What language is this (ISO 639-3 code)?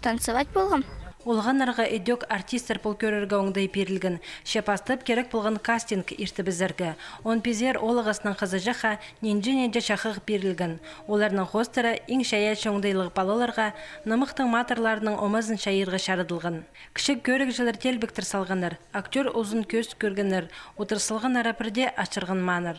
kjh